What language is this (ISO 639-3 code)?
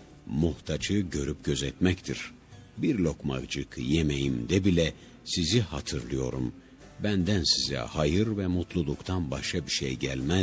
tur